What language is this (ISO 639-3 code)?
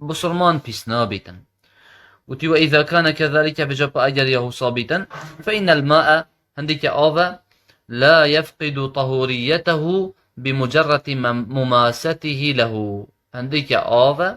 kur